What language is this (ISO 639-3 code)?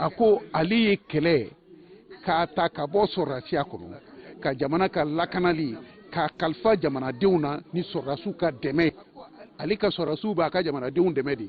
bam